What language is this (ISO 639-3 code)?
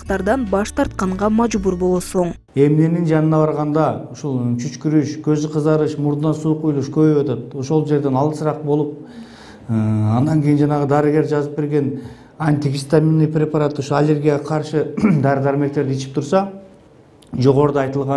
kir